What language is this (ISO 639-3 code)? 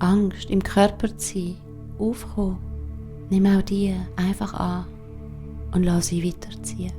gsw